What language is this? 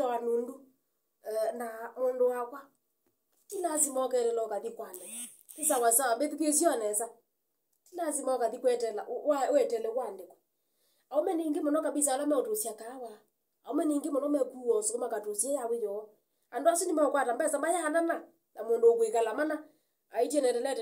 Kamba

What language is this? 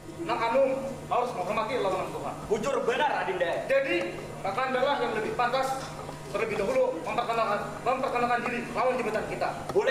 Banjar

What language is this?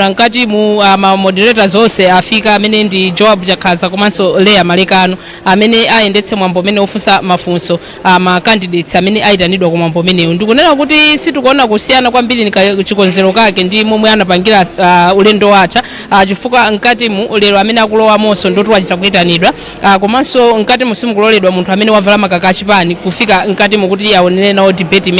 Nyanja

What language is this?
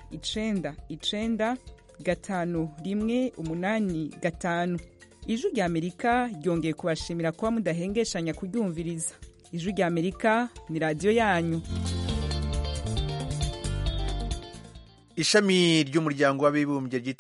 Kinyarwanda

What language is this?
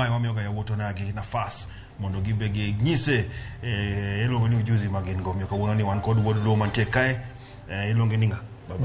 Luo (Kenya and Tanzania)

